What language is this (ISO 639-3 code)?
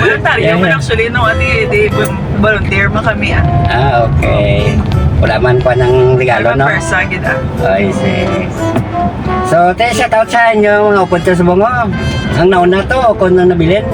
hil